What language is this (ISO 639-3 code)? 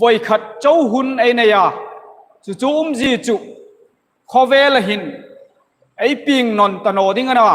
hmr